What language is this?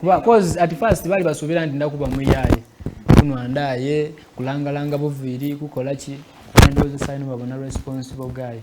Soga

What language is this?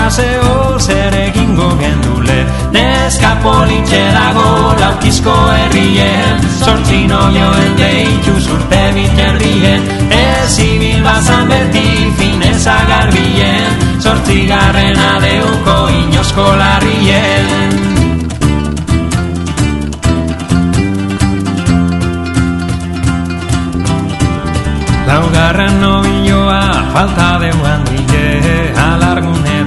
Basque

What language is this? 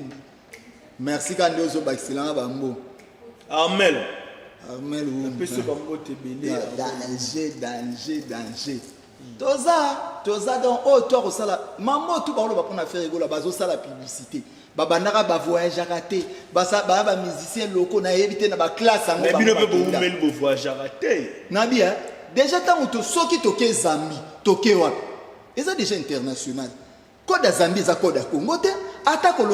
Lingala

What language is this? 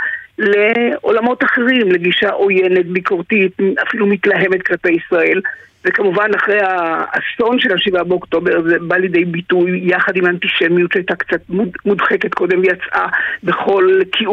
Hebrew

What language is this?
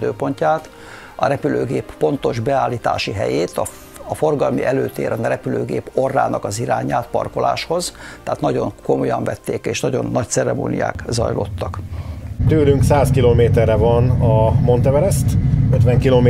Hungarian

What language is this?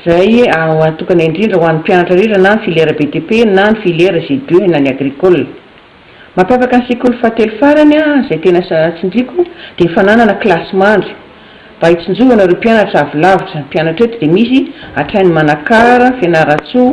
Malagasy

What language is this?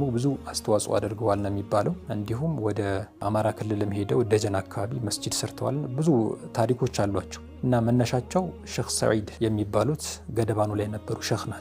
Amharic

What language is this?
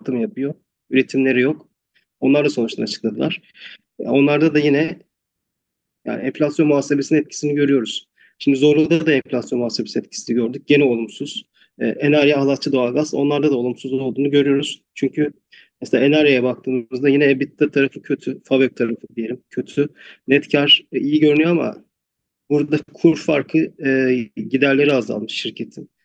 Turkish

